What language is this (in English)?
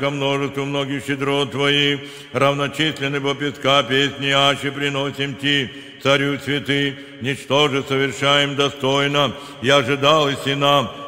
Church Slavic